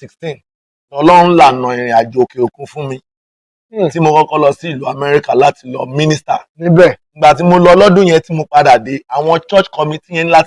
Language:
Yoruba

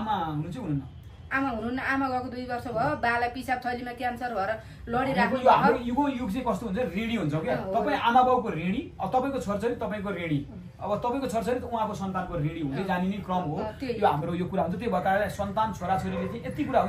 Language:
Nepali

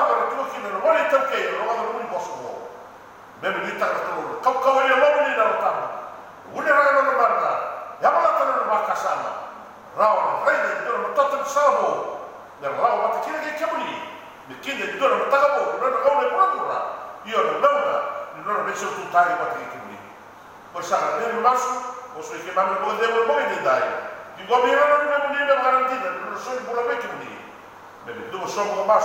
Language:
Fijian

